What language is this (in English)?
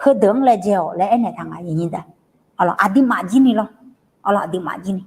Akha